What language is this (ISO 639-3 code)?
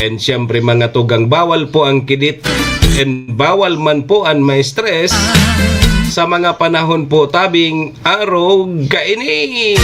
bik